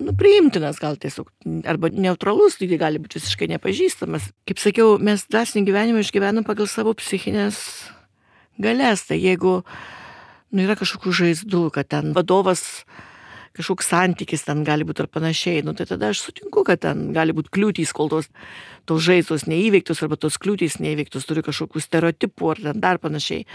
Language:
Lithuanian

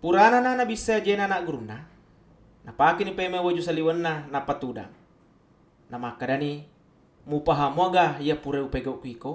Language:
Buginese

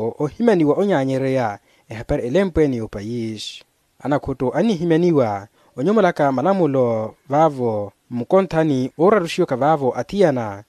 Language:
Makhuwa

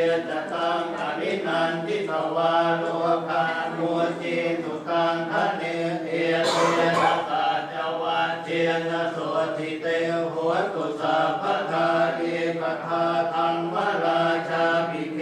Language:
Pali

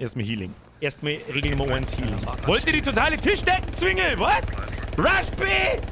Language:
Bavarian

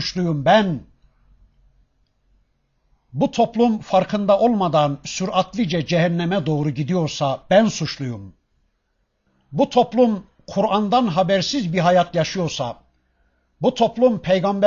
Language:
Turkish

